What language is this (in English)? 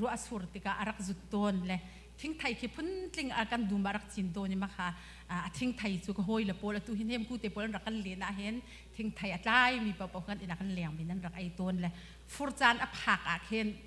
Hakha Chin